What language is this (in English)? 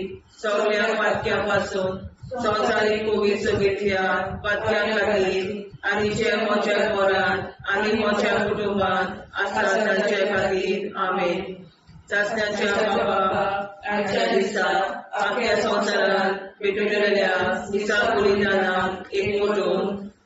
Konkani